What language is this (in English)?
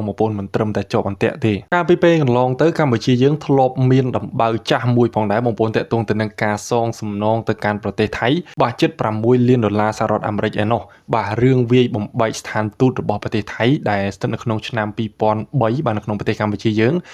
Khmer